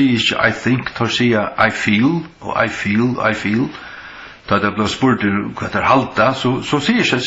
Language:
Faroese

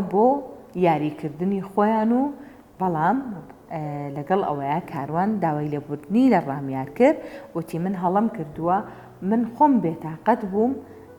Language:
Central Kurdish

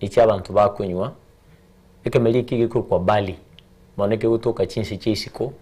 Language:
Gusii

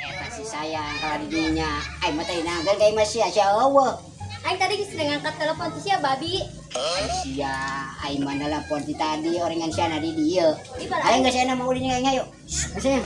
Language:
Sundanese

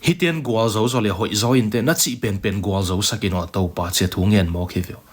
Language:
Tedim Chin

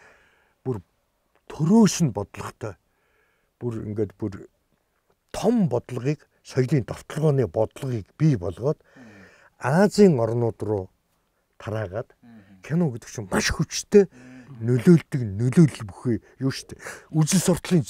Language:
Mongolian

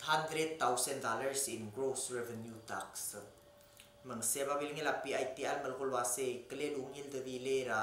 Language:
Palauan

